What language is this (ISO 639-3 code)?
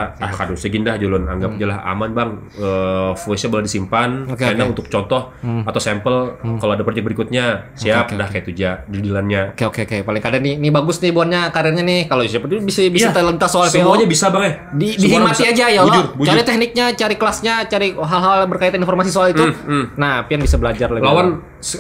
bjn